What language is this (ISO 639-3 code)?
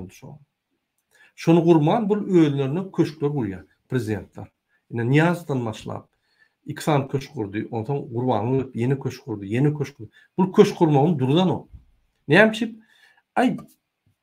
tuk